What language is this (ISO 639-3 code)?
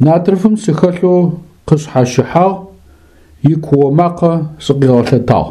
ady